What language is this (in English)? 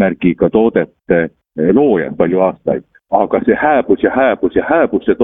Estonian